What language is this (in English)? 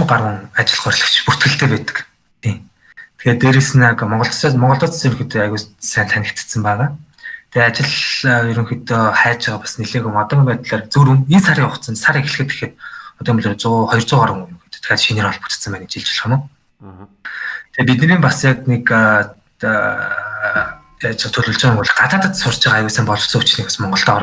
Mongolian